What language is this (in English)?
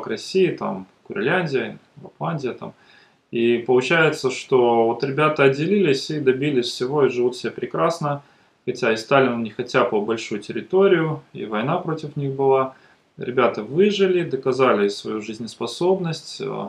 Russian